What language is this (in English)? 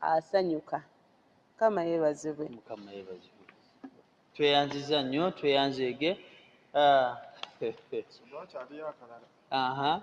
Ganda